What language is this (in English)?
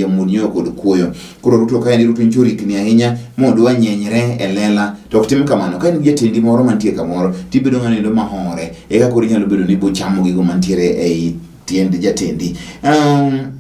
Luo (Kenya and Tanzania)